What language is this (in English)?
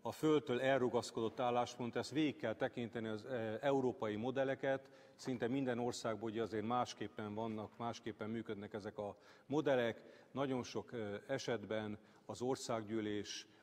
Hungarian